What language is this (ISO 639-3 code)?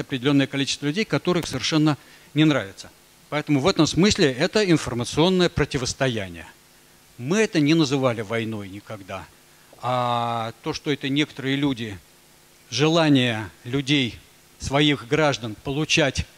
rus